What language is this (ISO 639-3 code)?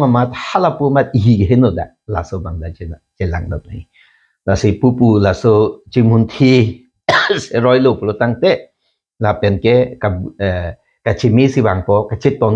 mjw